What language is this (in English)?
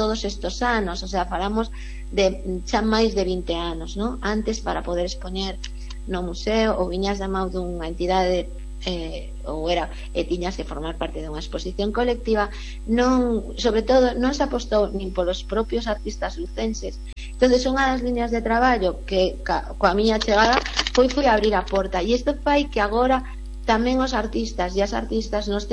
Galician